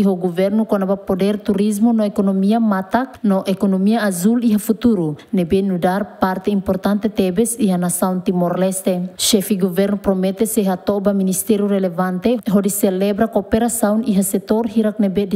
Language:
Tetum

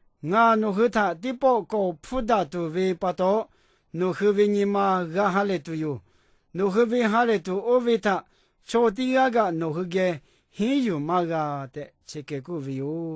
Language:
Lahu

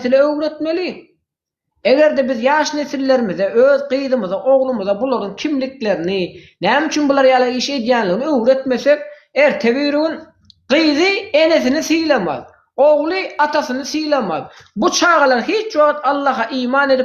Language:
Turkmen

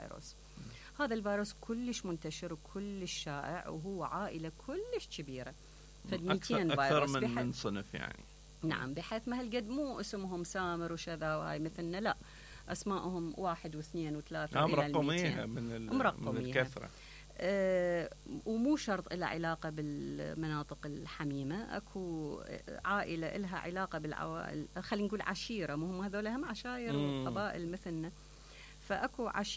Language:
Mesopotamian Arabic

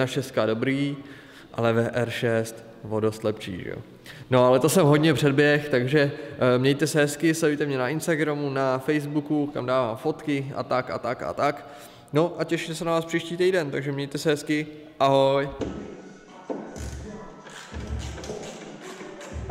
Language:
Czech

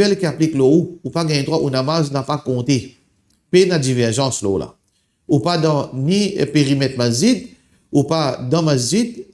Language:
Morisyen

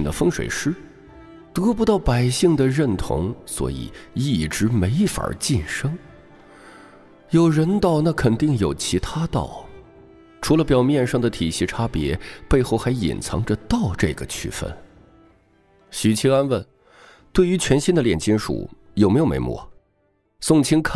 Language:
Chinese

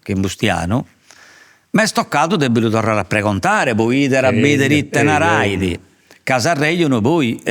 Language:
Sardinian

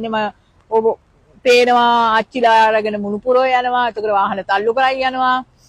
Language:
Sinhala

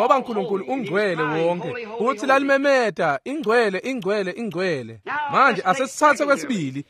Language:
Swati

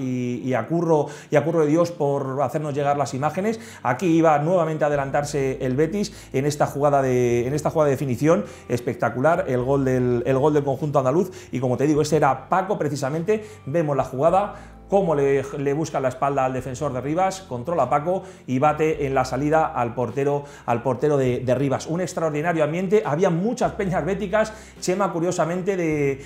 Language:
Spanish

